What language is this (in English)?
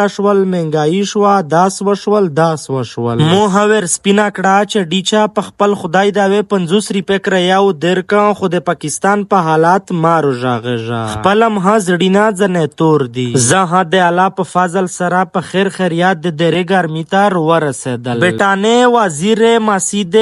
Pashto